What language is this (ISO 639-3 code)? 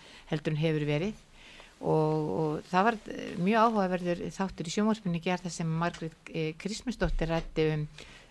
isl